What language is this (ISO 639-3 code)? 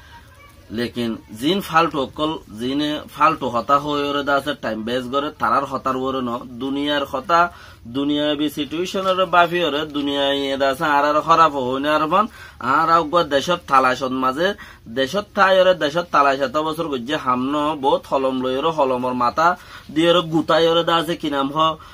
rhg